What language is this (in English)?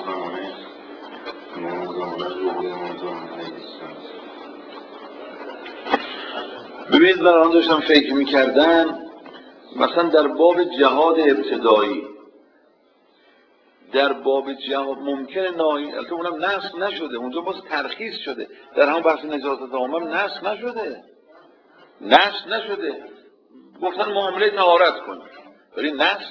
Persian